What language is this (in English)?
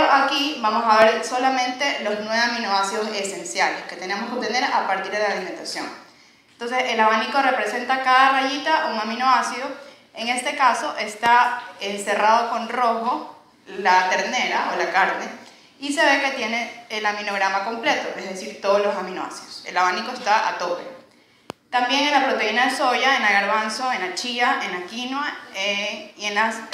Spanish